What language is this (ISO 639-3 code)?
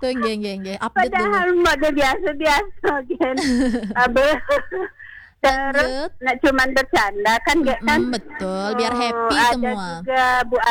ind